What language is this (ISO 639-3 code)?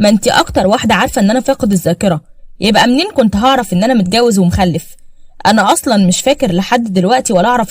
arz